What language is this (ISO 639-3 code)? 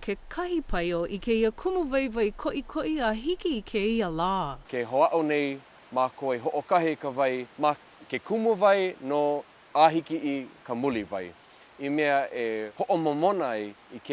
haw